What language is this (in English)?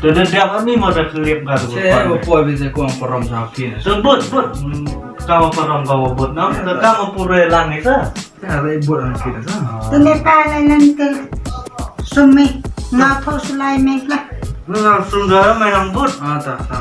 Pnar